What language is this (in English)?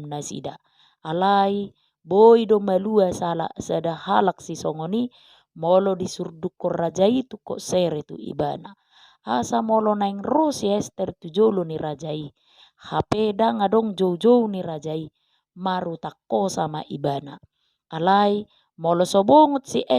Batak Toba